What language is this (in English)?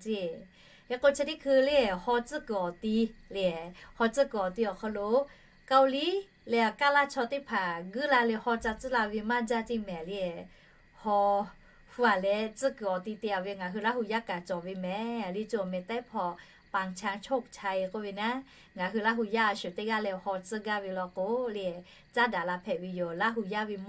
Lahu